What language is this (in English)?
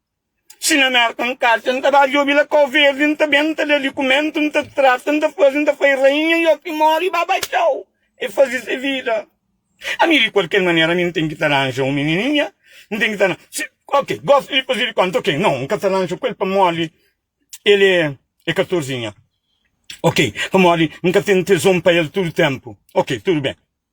Kabuverdianu